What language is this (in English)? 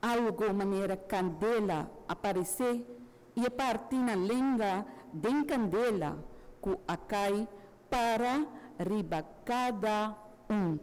Papiamento